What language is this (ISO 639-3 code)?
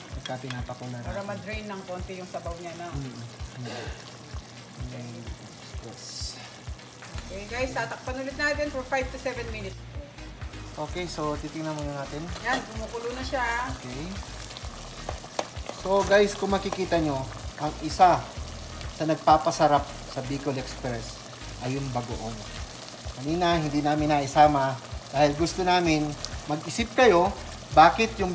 fil